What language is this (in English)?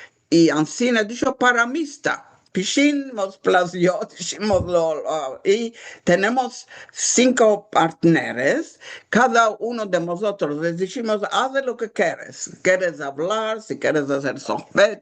Ladino